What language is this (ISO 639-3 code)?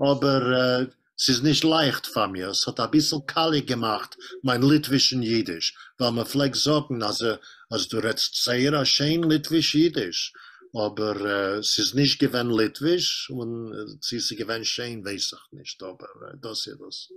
yid